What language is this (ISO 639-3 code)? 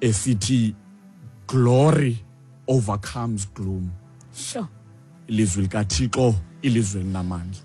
xho